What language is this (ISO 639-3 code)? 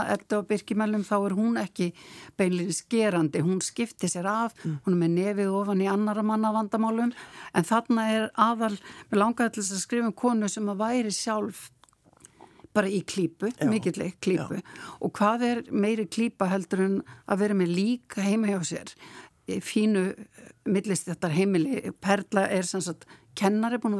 isl